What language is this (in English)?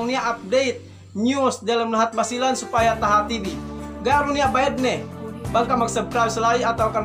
Yakan